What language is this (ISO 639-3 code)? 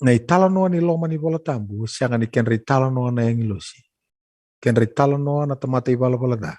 fij